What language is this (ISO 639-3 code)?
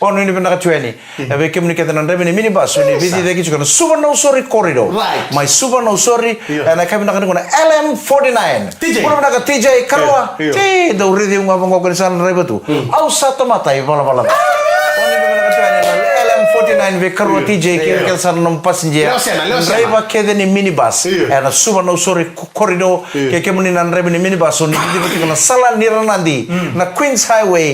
fij